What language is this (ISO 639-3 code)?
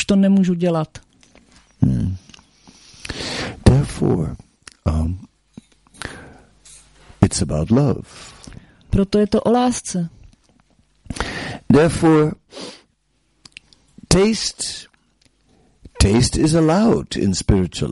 ces